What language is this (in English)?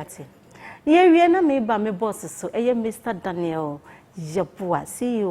Akan